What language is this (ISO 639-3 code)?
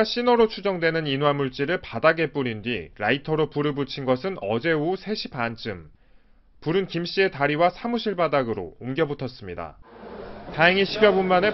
kor